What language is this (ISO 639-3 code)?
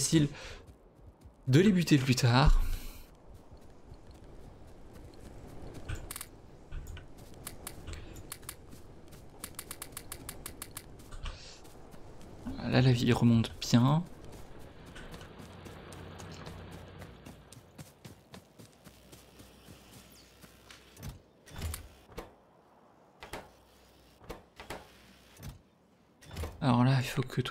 fra